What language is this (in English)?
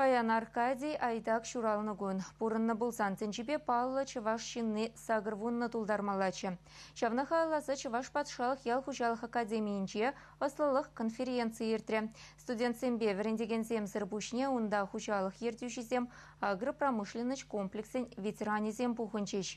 Chuvash